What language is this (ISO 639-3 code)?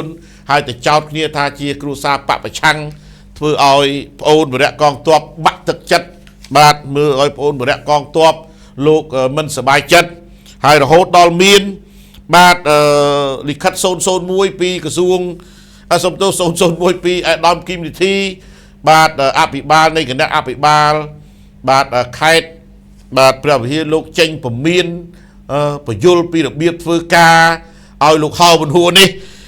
khm